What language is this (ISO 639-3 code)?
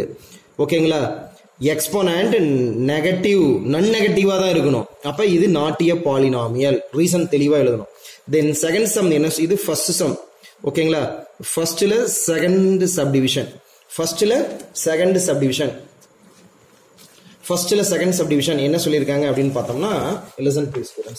tam